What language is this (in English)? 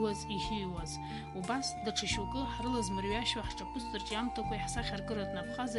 Abkhazian